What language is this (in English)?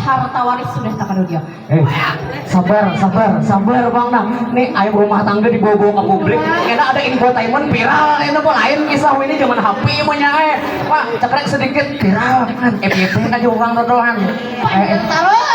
Banjar